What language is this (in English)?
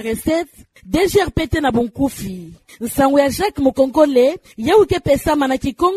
Kituba (Democratic Republic of Congo)